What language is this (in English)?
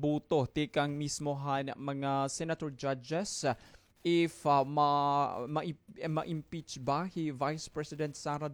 Waray